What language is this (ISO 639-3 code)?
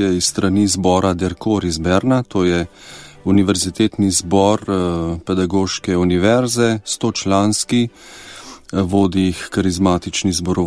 slv